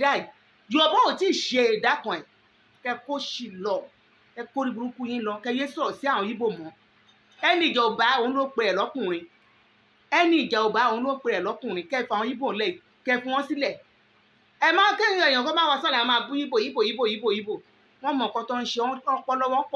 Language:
Yoruba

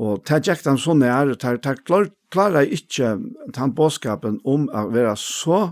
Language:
Faroese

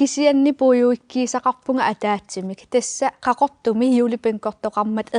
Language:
Kalaallisut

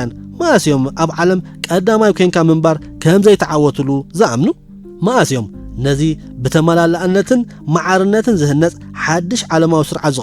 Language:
Tigrinya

